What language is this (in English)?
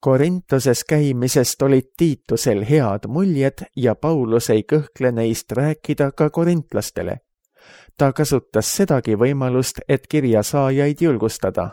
Estonian